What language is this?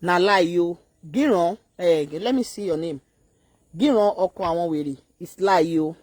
Yoruba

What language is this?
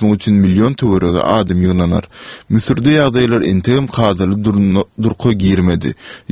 Turkmen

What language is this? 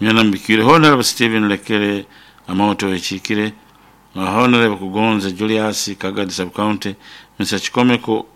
Nyoro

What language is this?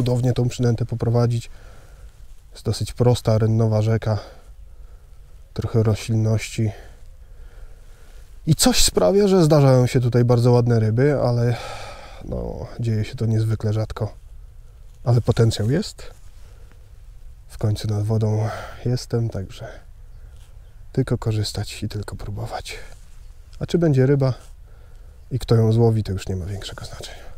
Polish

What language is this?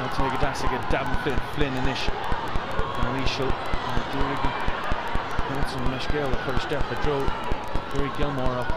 Irish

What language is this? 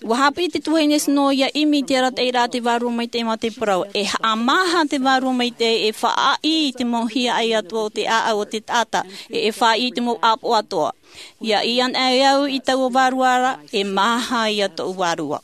Tahitian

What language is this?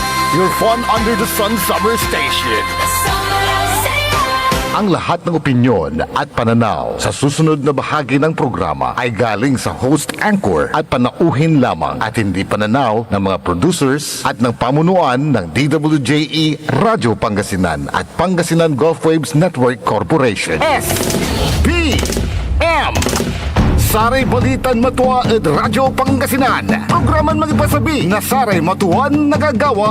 Pangasinan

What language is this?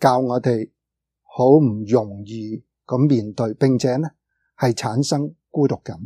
Cantonese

